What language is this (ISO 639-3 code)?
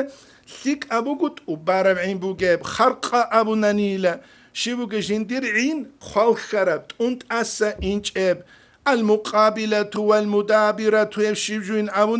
ava